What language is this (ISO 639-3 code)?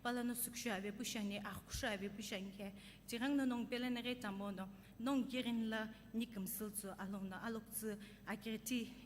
nsm